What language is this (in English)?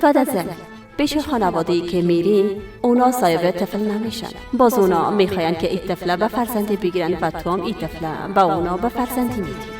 Persian